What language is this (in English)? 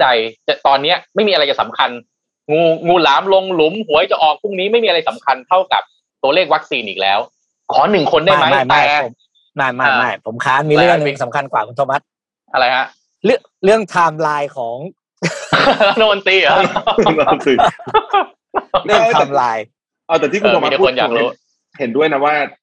Thai